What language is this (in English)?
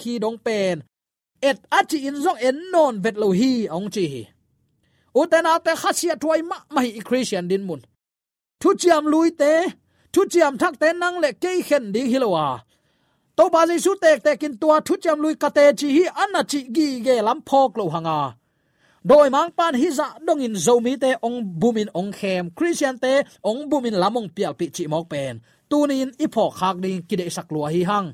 Tedim Chin